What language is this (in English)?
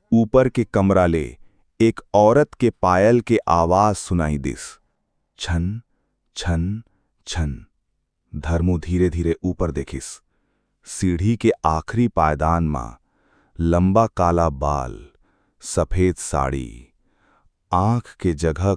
Chhattisgarhi